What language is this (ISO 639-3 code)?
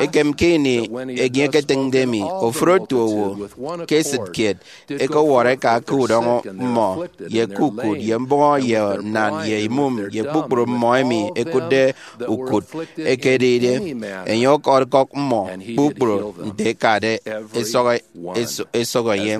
efi